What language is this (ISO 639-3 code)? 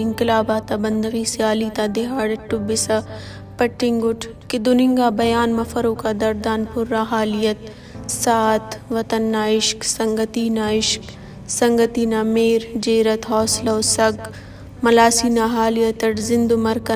brh